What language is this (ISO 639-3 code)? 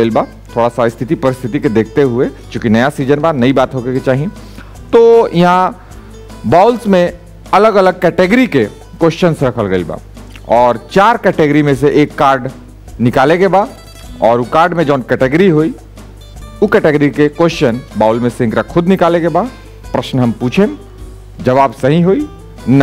bho